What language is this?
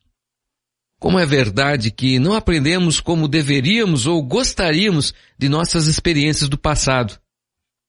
Portuguese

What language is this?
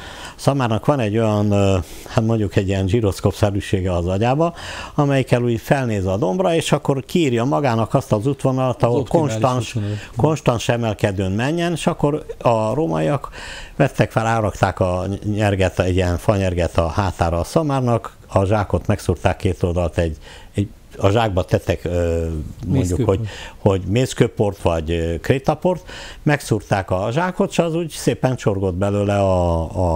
Hungarian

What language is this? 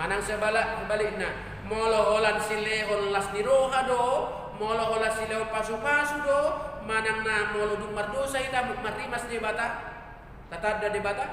Batak Toba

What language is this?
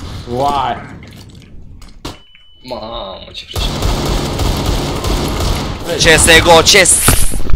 Romanian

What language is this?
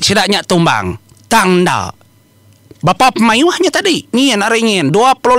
Iban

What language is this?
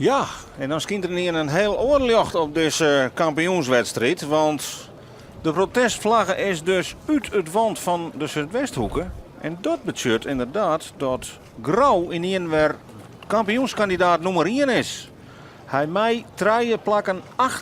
Western Frisian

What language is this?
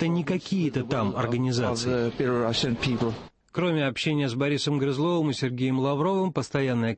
Russian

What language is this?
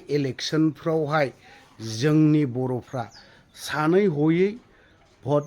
Bodo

